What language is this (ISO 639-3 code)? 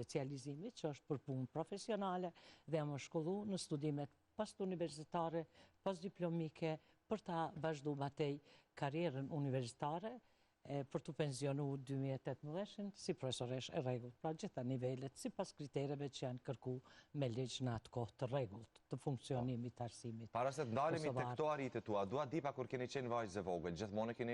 sqi